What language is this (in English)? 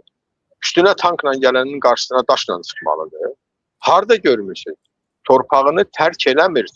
Azerbaijani